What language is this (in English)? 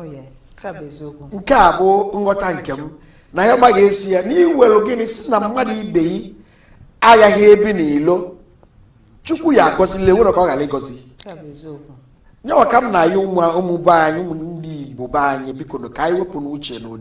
Igbo